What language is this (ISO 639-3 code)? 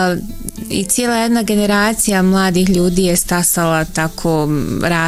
bos